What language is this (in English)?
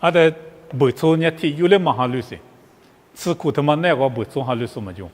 Lisu